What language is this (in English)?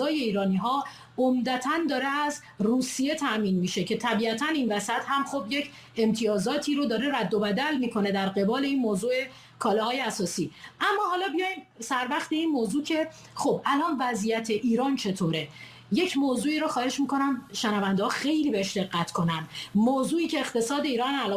Persian